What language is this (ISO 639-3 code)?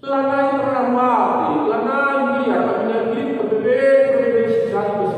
btx